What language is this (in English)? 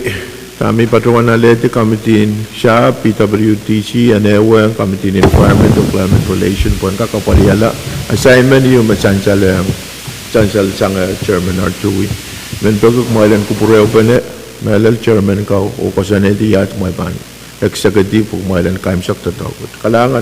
Pohnpeian